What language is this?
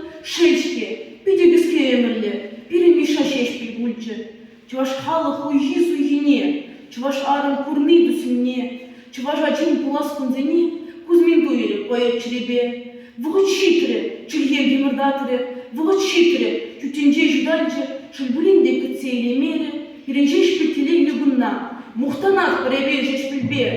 Chuvash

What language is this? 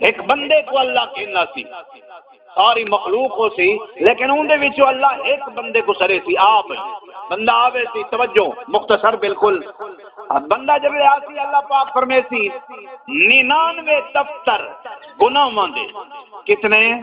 Saraiki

